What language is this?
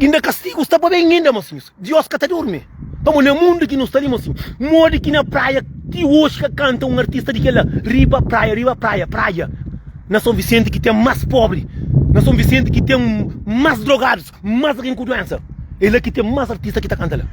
Kabuverdianu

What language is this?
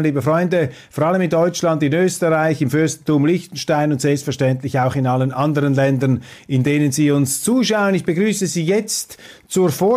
German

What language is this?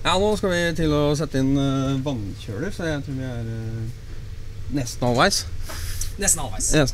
Norwegian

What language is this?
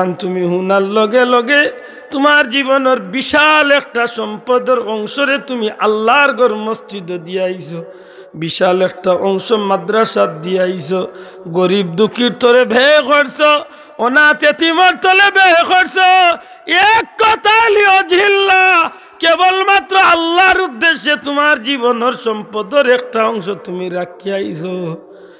Sylheti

